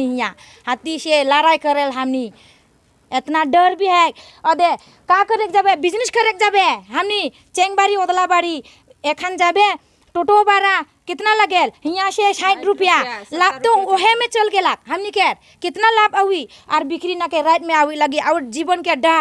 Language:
Sadri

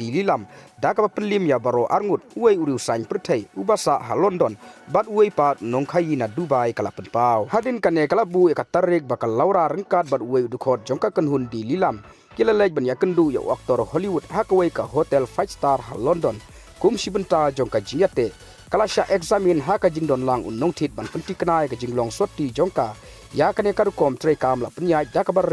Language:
Khasi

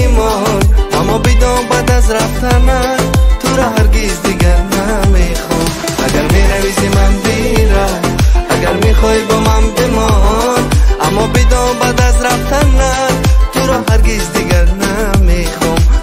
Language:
Tajik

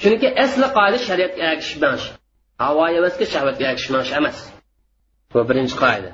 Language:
Uyghur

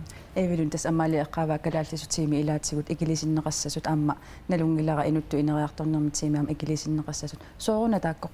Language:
Kalaallisut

